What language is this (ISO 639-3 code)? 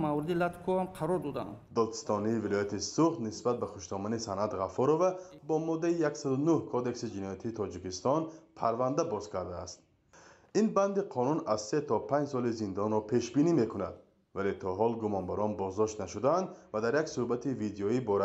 tgk